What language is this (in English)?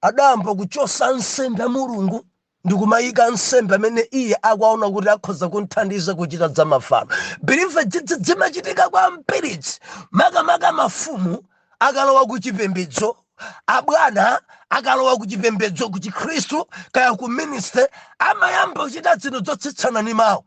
Nyanja